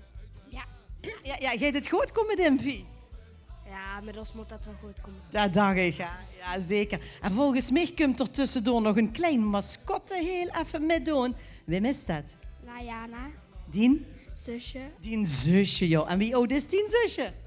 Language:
Limburgish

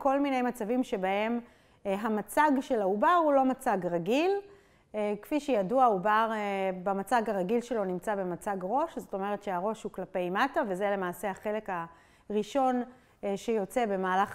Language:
Hebrew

